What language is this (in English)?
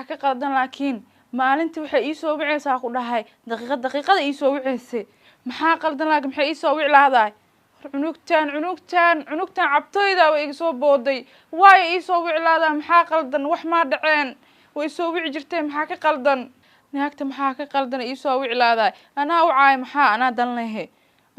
Somali